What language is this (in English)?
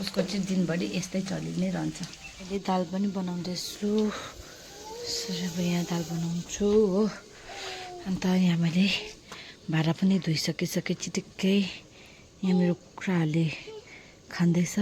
Nepali